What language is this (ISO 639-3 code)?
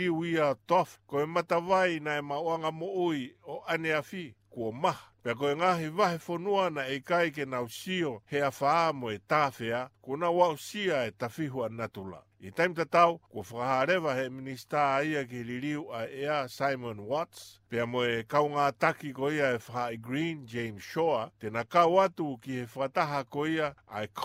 ton